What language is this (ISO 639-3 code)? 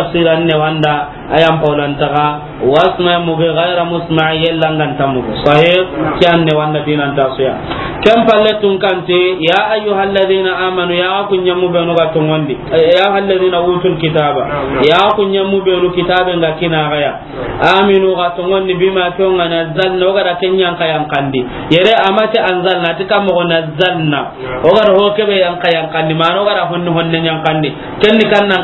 snk